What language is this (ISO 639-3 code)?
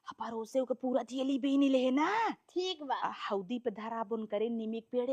awa